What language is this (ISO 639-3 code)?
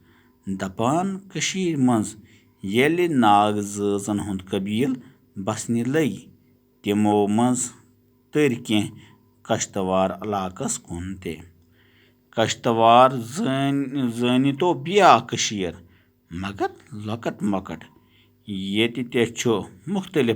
kas